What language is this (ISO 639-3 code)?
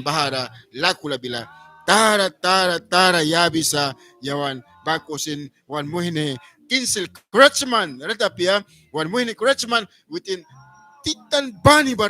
miq